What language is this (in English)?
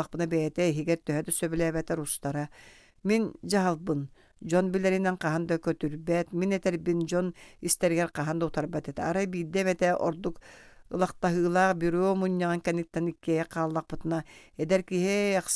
Yakut